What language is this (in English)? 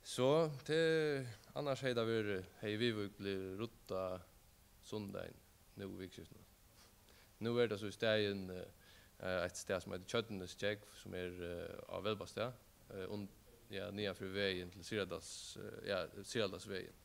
Faroese